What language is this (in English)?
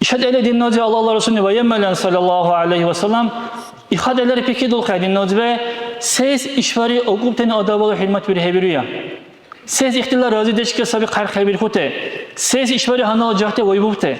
Dargwa